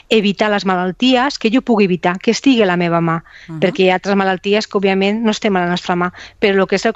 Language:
Catalan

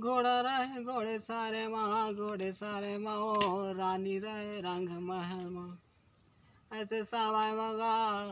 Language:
Chhattisgarhi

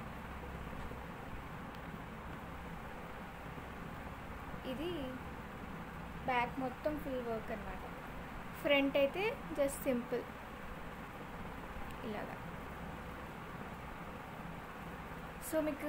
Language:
Telugu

